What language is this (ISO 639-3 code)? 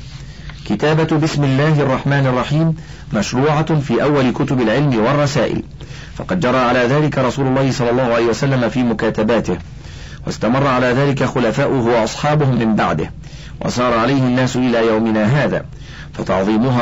ara